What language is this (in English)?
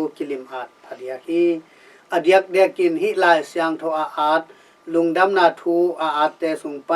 Tedim Chin